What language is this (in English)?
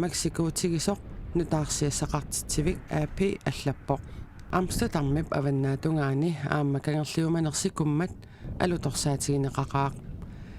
Kalaallisut